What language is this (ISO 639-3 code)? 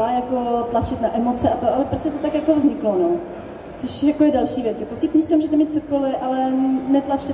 ces